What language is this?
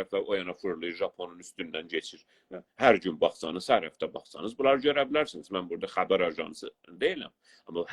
South Azerbaijani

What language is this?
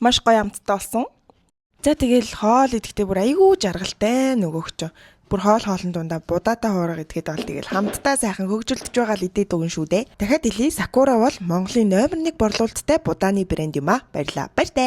Mongolian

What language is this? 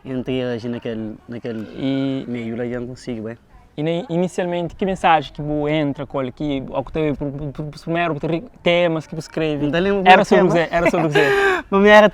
Kabuverdianu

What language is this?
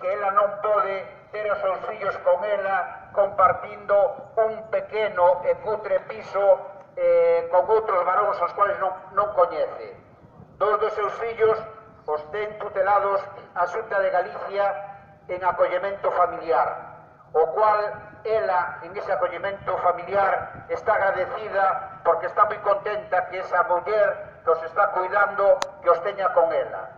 Galician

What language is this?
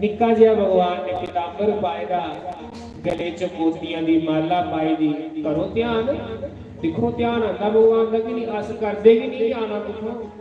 Dogri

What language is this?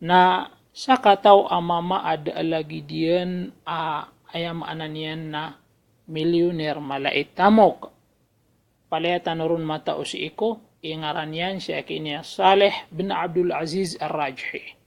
Maranao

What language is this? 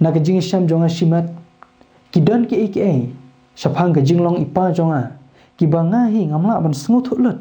Khasi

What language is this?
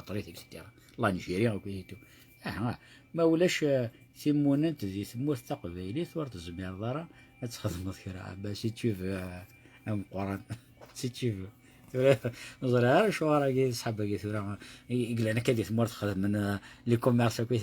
Kabyle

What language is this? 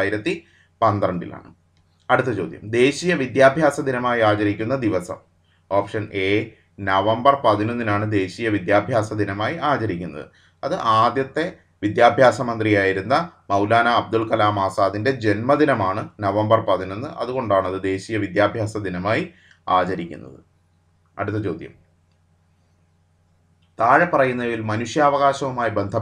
Malayalam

